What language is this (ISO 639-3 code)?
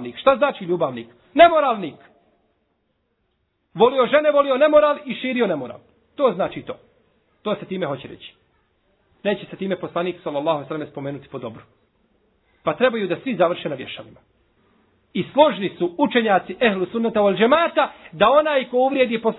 bos